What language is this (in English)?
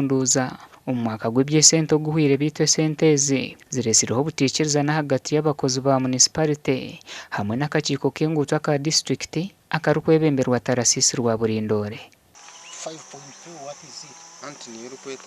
Nyankole